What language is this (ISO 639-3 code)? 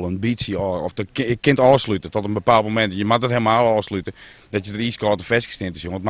fry